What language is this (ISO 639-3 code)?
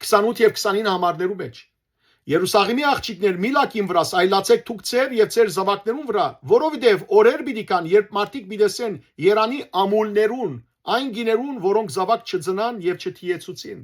hyw